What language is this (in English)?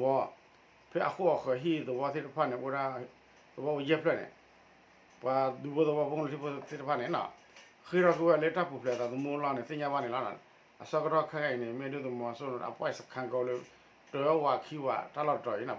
S'gaw Karen